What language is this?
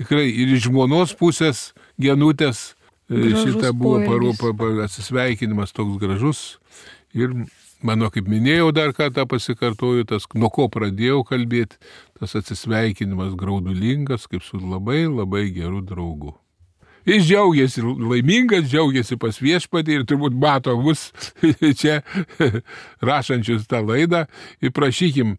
Lithuanian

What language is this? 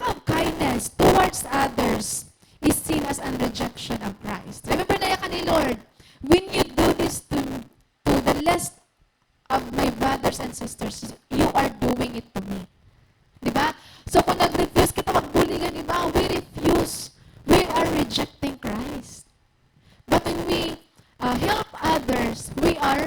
Waray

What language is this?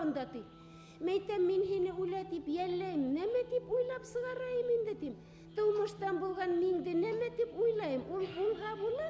Bashkir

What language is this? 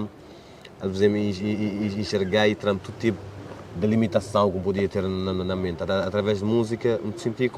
Kabuverdianu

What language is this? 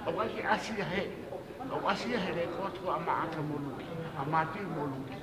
Tongan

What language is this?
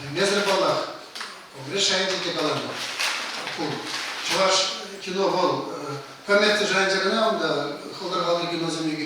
Chuvash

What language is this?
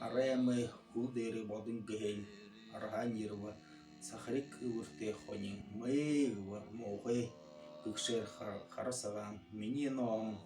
Buriat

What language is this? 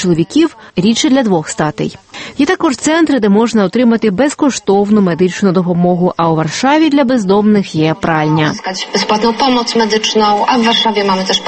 Ukrainian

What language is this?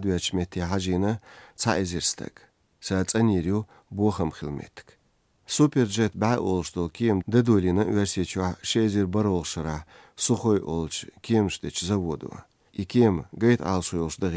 Chechen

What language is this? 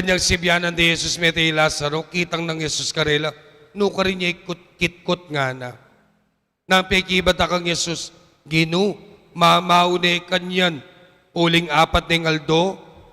Pampanga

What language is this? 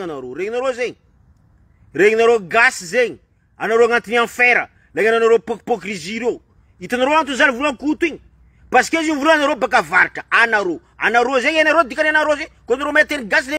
Malagasy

